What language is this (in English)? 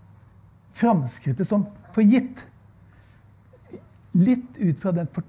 Norwegian